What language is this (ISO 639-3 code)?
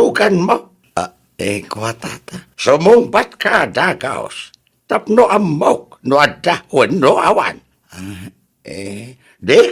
ilo